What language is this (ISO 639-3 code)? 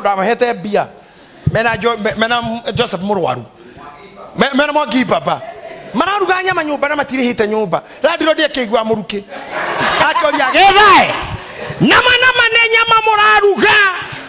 kik